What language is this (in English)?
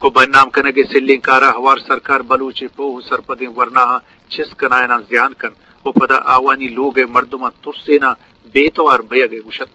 Eastern Balochi